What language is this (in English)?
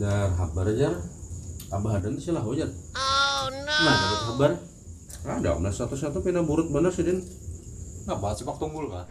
Banjar